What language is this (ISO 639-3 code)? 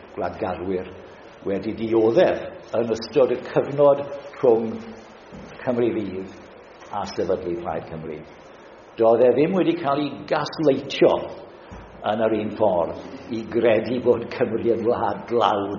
cym